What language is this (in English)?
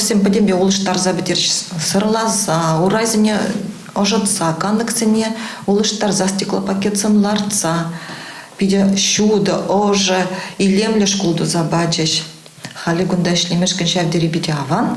Chuvash